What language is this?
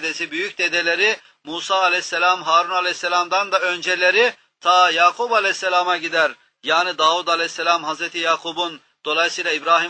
Turkish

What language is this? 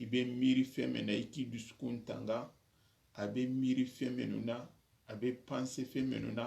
Soninke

